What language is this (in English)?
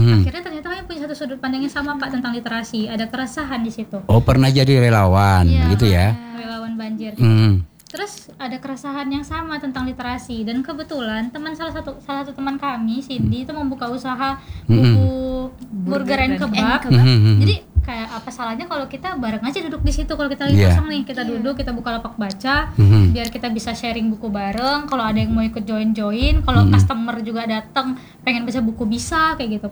Indonesian